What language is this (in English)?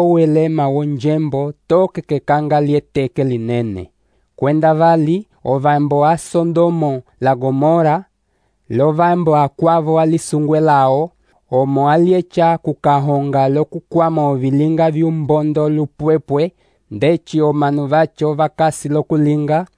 Umbundu